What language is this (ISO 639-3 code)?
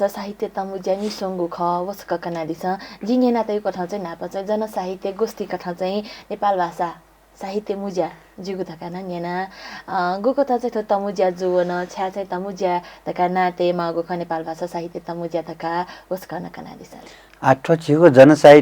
new